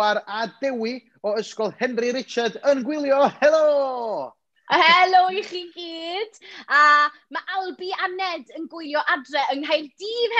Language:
Welsh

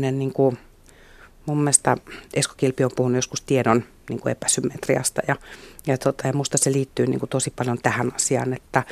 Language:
Finnish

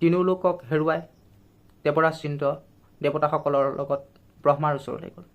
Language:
Assamese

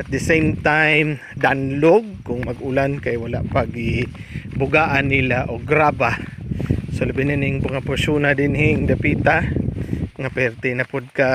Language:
Cebuano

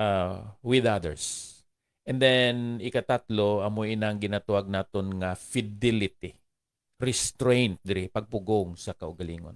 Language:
Hiligaynon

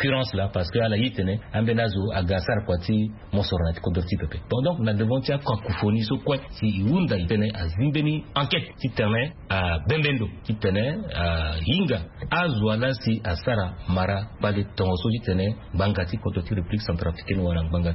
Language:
Sango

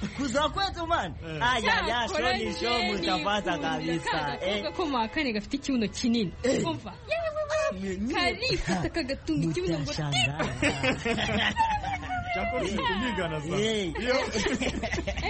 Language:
Kinyarwanda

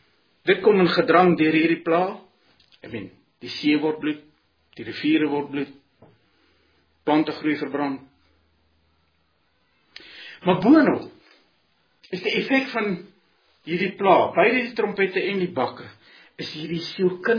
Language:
Afrikaans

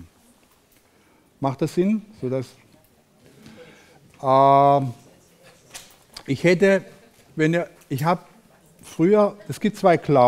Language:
German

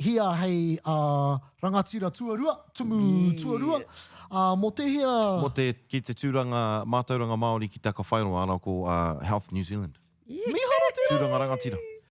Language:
Māori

